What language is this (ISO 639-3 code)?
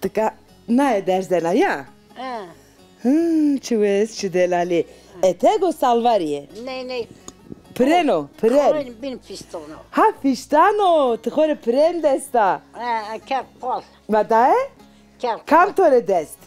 zza